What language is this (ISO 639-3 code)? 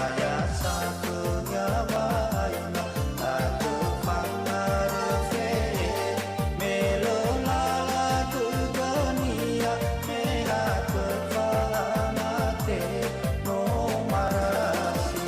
nia